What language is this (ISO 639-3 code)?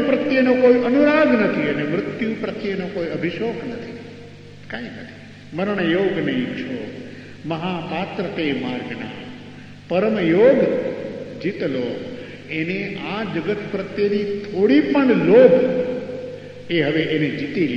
guj